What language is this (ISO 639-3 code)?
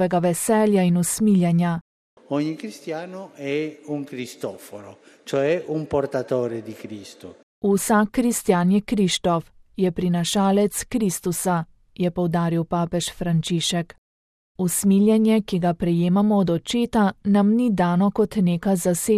slv